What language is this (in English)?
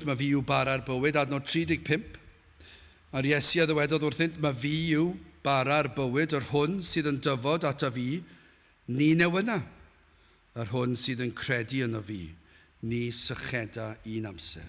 Welsh